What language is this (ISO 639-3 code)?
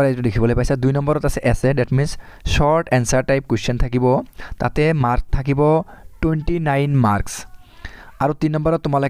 asm